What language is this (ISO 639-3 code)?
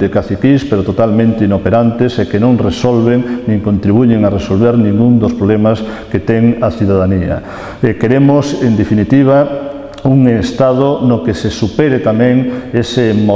glg